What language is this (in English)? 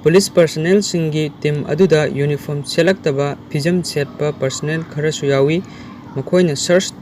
Manipuri